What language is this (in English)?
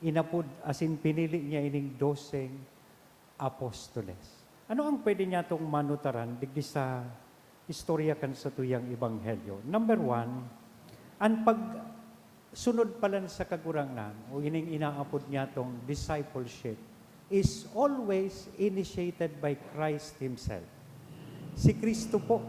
Bikol